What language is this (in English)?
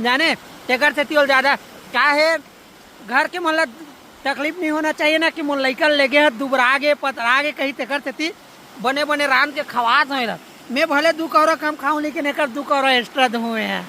Chhattisgarhi